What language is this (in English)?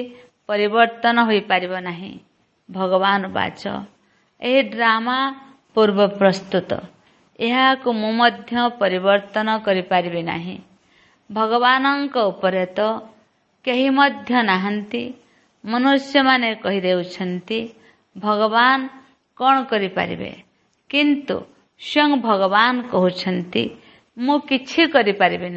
Odia